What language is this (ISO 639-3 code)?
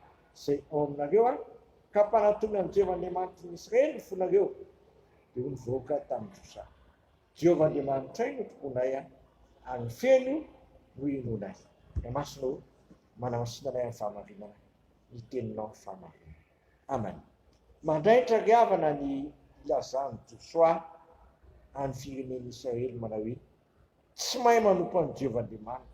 mlg